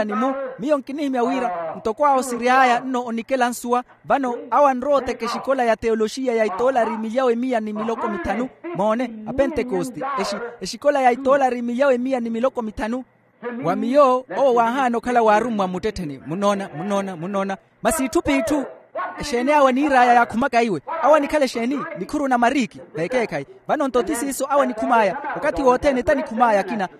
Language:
Makhuwa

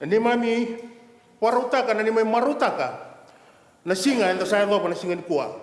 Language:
Fijian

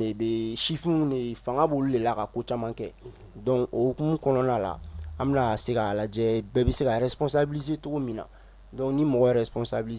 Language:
Bambara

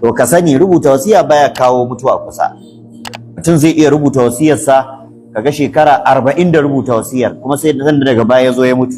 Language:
Hausa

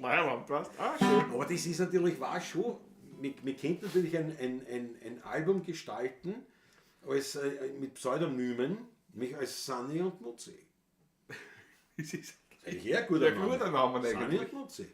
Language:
Bavarian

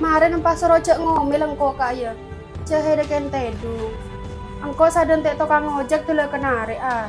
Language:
Madurese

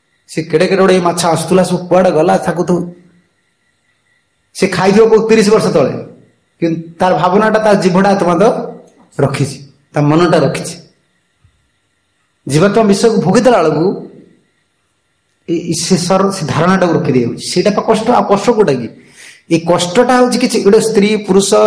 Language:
Odia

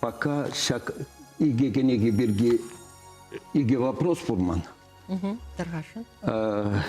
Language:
Chuvash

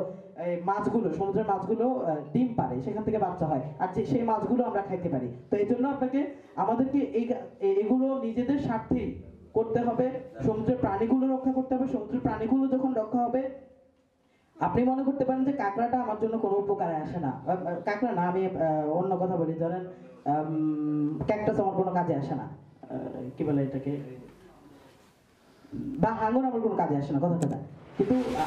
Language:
Bangla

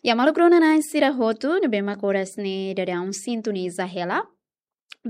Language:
Tetum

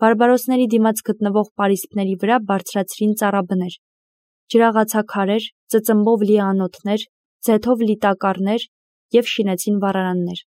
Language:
Armenian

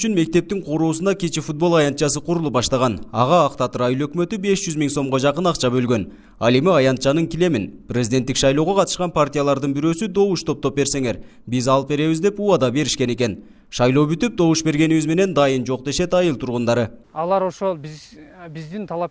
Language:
Kyrgyz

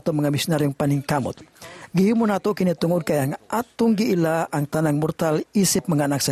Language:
Cebuano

